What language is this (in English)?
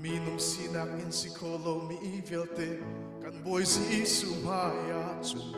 Hakha Chin